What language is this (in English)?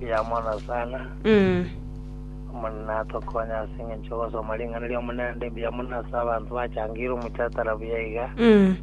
Gusii